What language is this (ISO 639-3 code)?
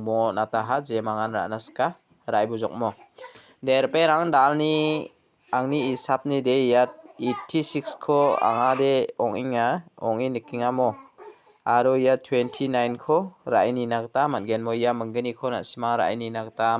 grt